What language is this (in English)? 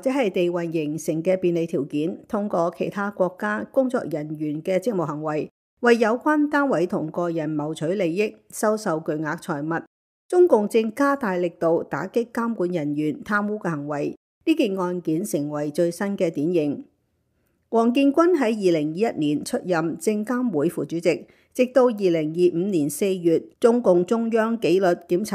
Cantonese